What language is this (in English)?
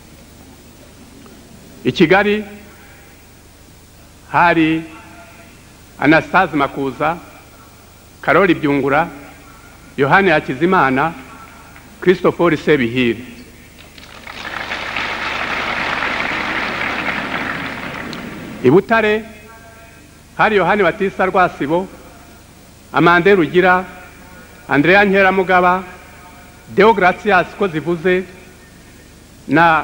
Kinyarwanda